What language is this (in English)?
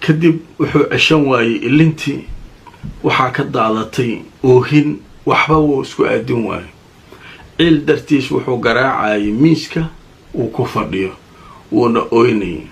Somali